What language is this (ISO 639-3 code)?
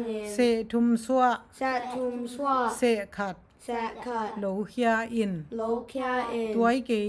ctd